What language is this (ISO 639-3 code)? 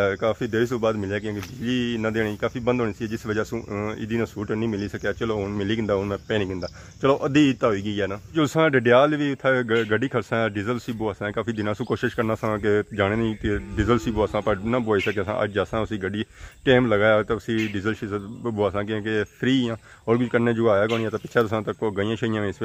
phr